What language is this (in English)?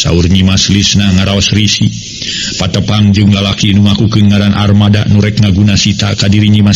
Sundanese